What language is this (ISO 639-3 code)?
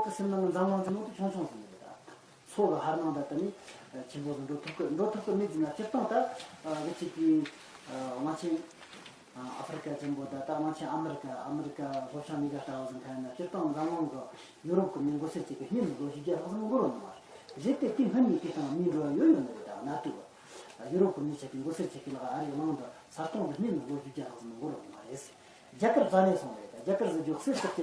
bod